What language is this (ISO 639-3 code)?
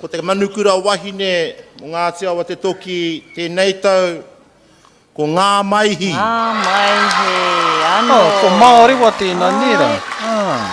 mri